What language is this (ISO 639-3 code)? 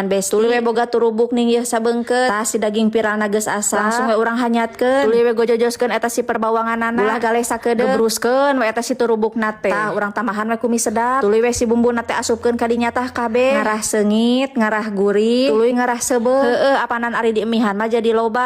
sun